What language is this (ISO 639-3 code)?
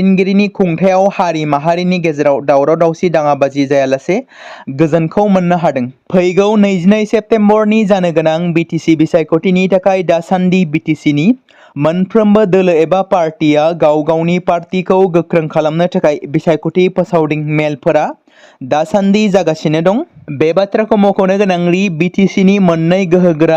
brx